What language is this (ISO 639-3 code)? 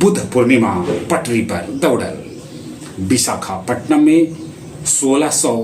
mag